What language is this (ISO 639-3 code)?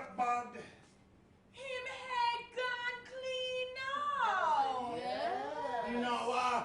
jam